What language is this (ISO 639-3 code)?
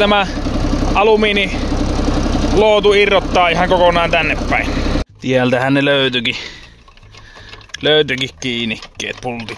fin